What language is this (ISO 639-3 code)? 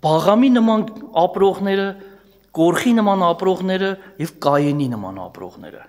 hye